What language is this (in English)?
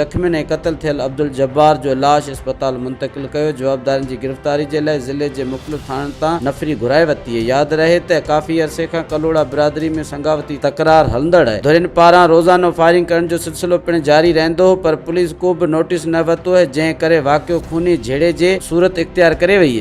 Sindhi